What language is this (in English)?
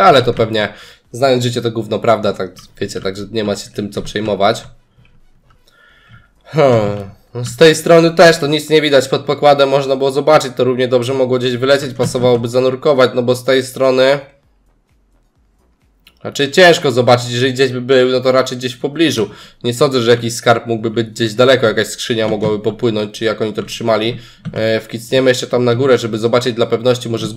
Polish